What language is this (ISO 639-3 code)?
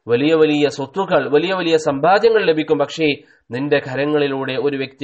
mal